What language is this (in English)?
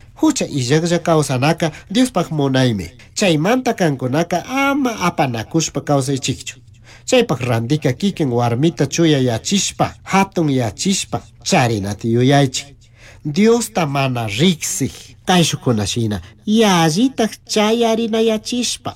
Chimborazo Highland Quichua